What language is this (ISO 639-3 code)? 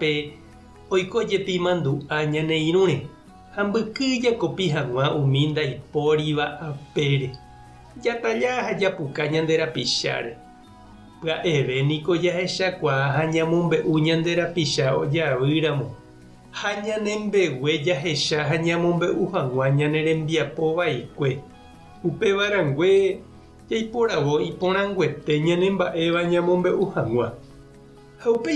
grn